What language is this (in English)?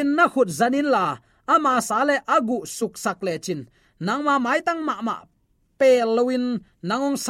Tedim Chin